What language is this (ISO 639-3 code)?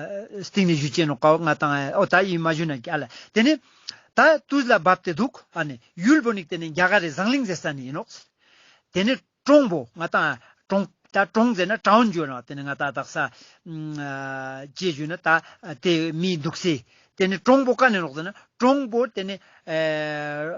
lbj